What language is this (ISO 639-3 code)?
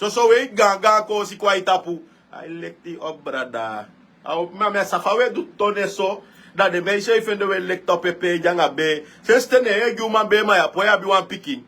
srn